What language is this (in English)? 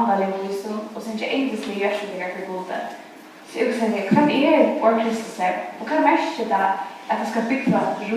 Faroese